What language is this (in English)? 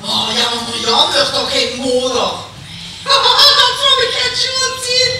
Limburgish